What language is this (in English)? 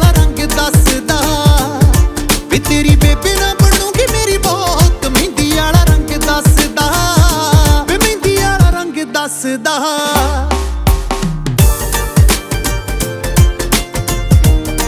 Punjabi